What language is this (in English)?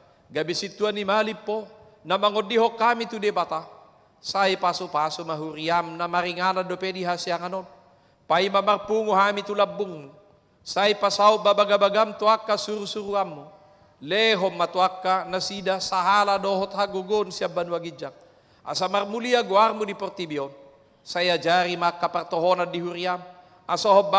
Batak Toba